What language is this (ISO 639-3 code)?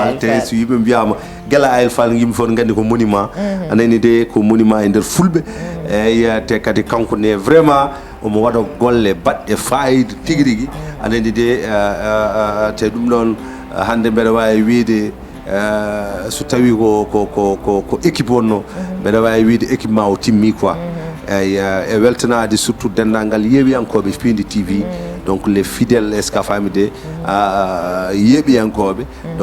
ful